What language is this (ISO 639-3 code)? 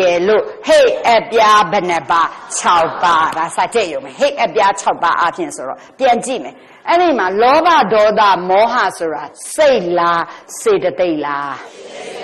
mya